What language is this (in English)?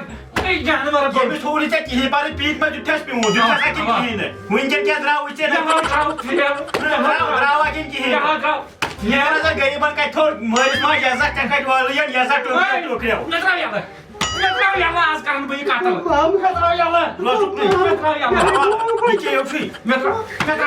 Kashmiri